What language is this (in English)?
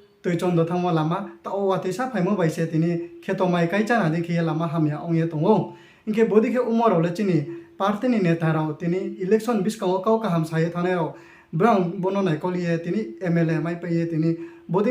Riang (India)